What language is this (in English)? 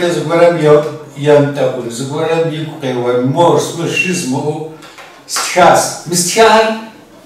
Kabardian